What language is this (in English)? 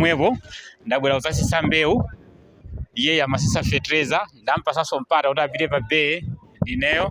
Nyanja